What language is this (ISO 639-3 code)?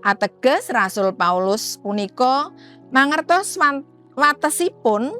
jav